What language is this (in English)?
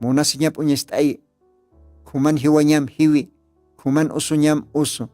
Aymara